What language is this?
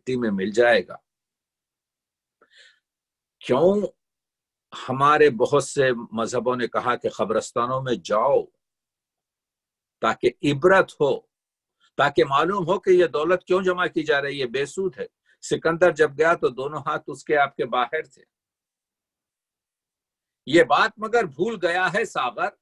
Urdu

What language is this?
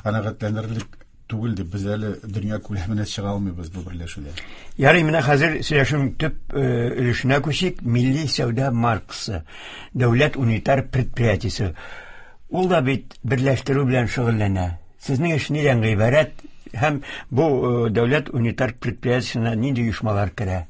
Tatar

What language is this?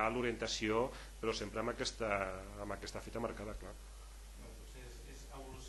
Catalan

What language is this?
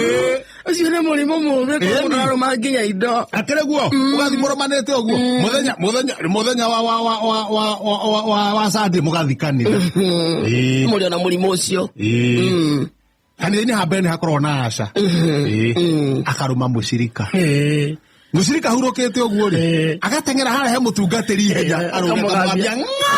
Kikuyu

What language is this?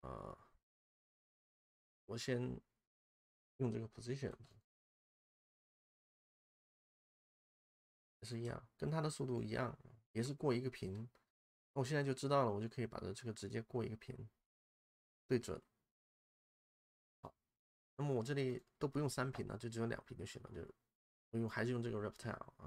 Chinese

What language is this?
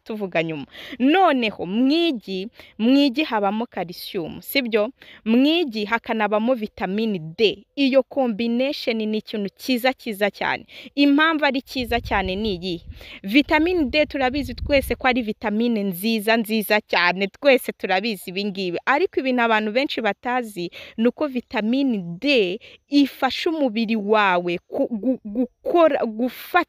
Kinyarwanda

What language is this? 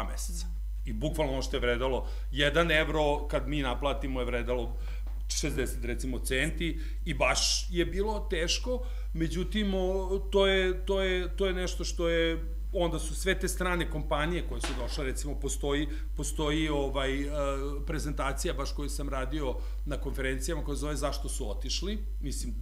Serbian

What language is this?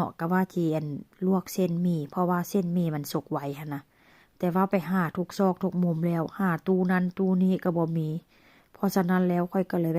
Northeastern Thai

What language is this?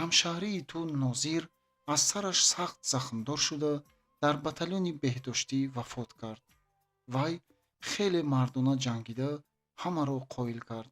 Tajik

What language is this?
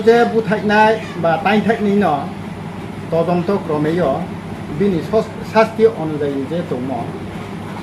Riang (India)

